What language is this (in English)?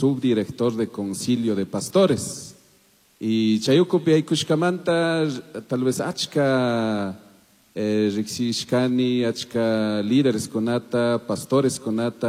Chimborazo Highland Quichua